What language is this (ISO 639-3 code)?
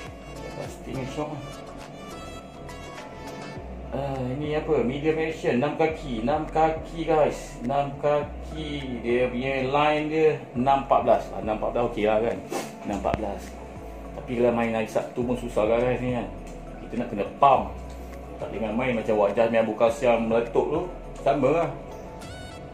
msa